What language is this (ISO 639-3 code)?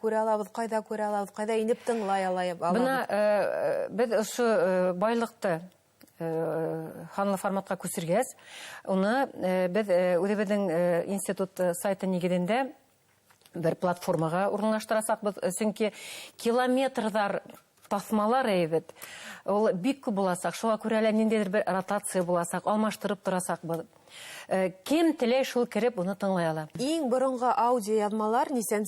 bak